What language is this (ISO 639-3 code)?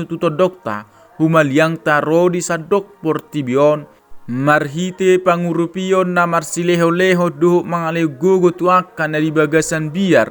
bbc